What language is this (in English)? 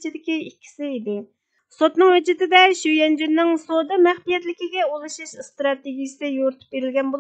Uyghur